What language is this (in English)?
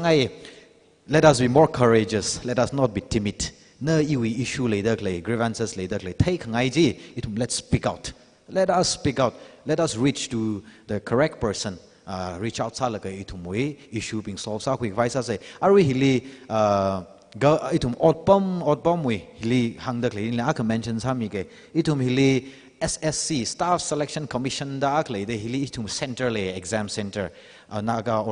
Tangkhul Naga (India)